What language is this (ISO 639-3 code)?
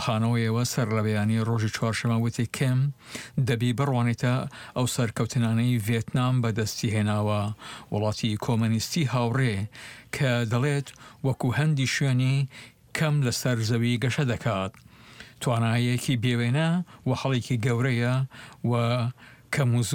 ckb